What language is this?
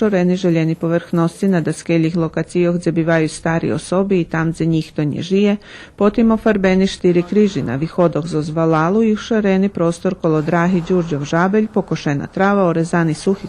Rusyn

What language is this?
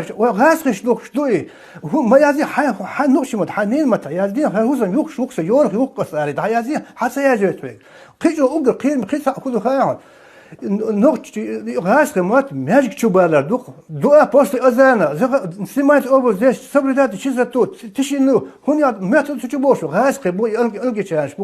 Chechen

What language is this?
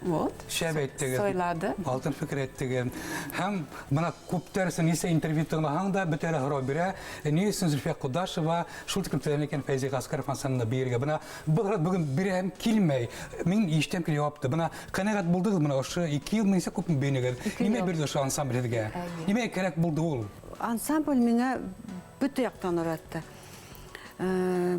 Bashkir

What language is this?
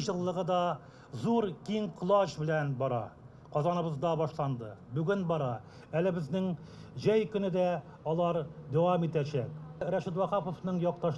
Tatar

